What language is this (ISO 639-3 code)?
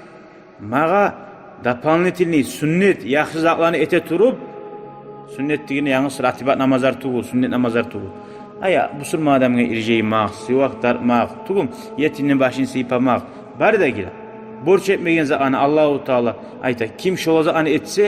kum